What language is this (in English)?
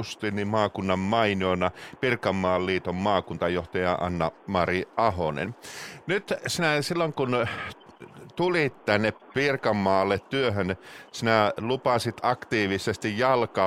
Finnish